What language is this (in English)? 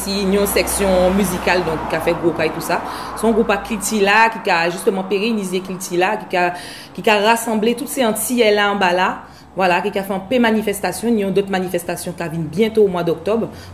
Guadeloupean Creole French